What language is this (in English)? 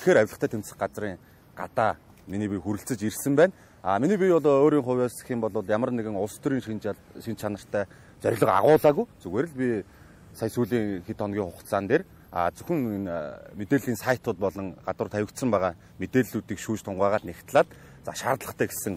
Mongolian